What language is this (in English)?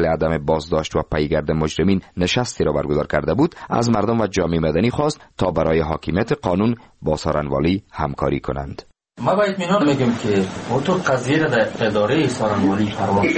Persian